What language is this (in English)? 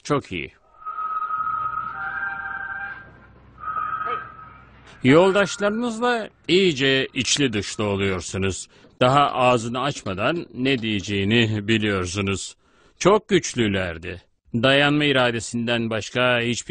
Turkish